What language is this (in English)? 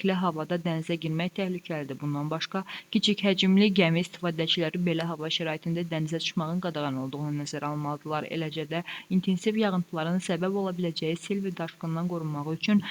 Azerbaijani